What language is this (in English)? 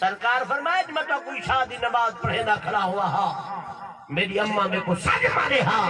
Saraiki